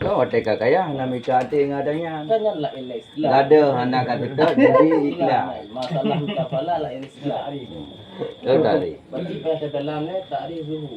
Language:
Achinese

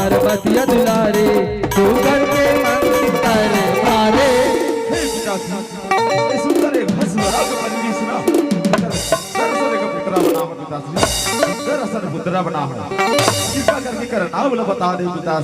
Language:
Chhattisgarhi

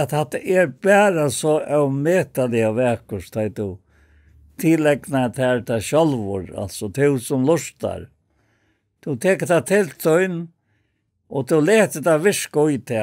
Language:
Faroese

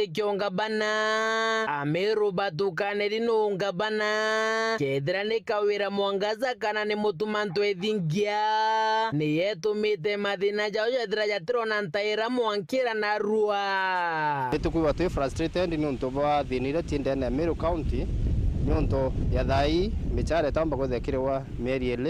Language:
Meru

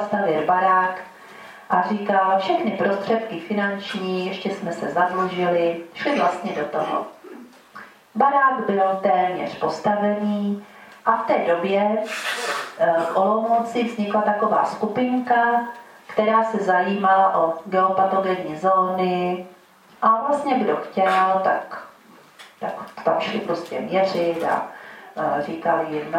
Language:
Czech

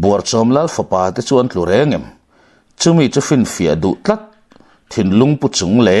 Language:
Mizo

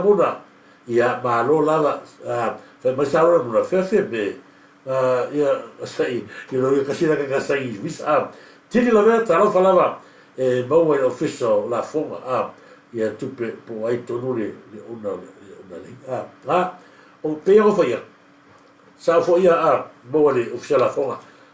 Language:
Samoan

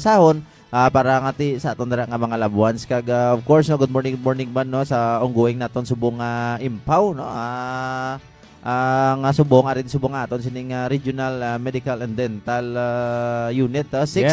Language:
Hiligaynon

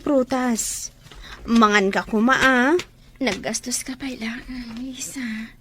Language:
Iloko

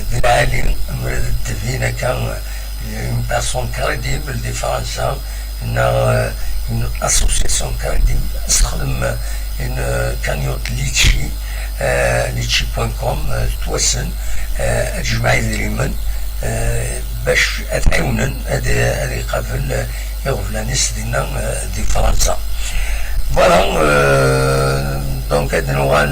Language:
Kabyle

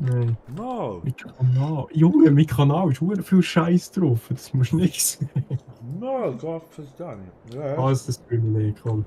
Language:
Swiss German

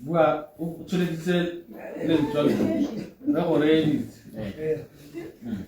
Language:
Tswana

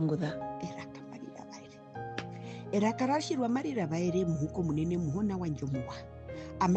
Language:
Herero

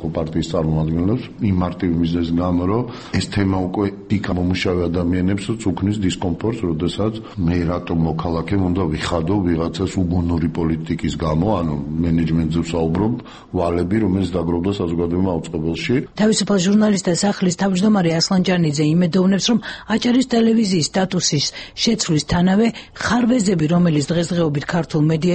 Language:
Georgian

